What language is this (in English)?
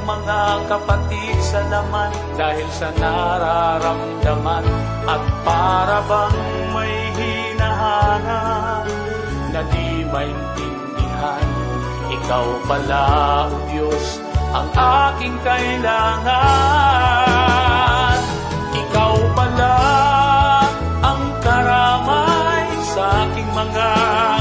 Filipino